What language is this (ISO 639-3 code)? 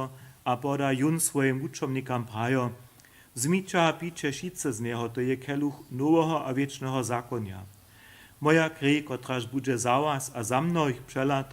hsb